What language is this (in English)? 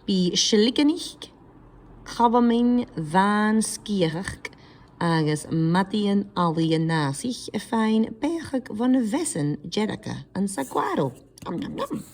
Scottish Gaelic